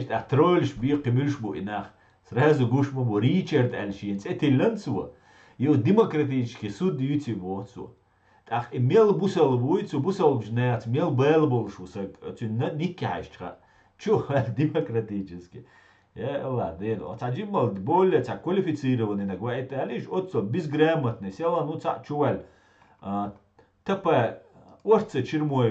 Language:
Chechen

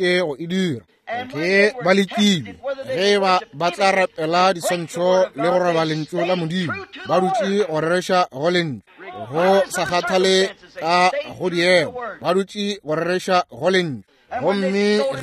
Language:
Northern Sotho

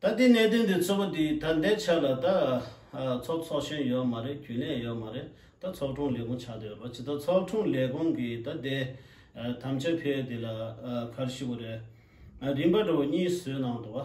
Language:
Tibetan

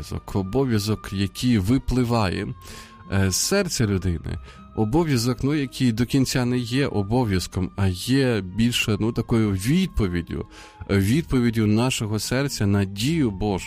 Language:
Ukrainian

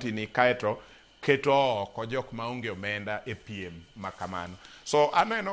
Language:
Luo (Kenya and Tanzania)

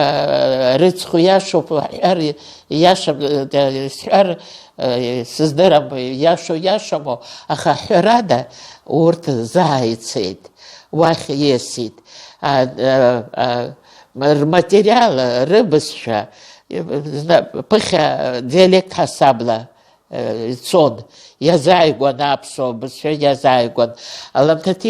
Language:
Abkhazian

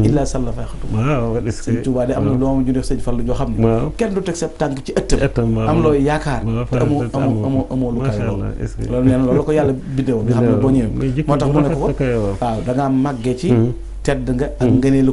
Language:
Wolof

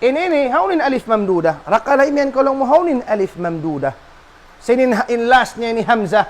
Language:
Tausug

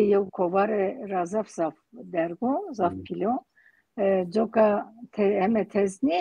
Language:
Zaza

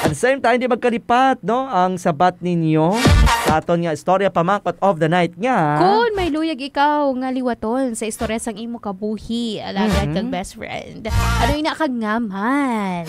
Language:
Hiligaynon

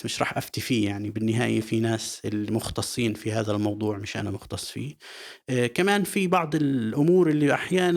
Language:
North Levantine Arabic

